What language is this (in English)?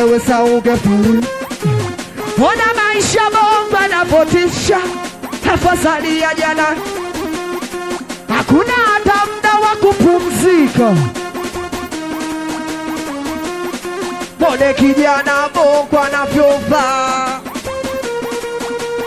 Swahili